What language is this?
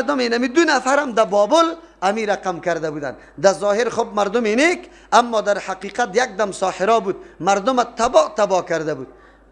Persian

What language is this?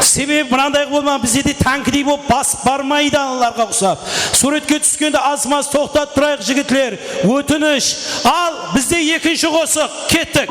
Kara-Kalpak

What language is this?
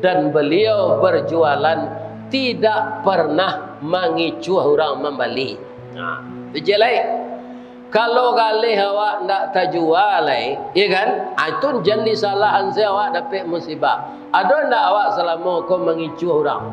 Minangkabau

